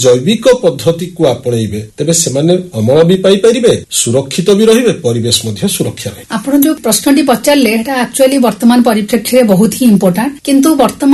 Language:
Odia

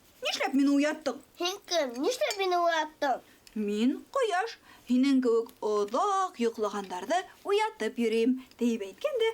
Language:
Bashkir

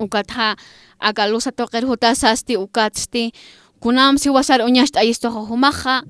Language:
Aymara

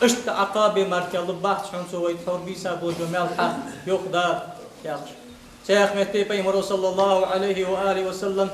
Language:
Ingush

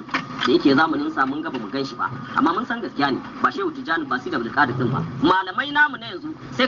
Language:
Hausa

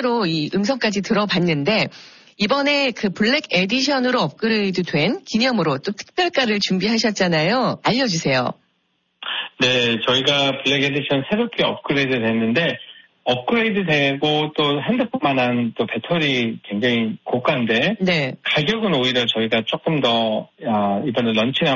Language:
Korean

